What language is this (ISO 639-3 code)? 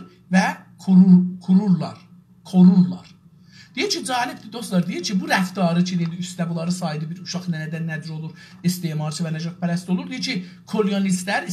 azb